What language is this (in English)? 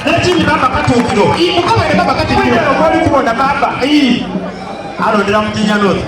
Soga